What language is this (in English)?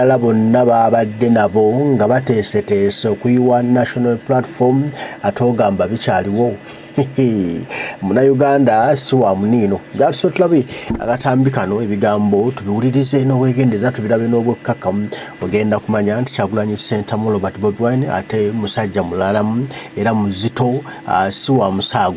Ganda